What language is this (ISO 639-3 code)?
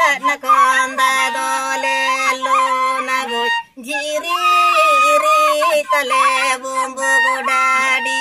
sat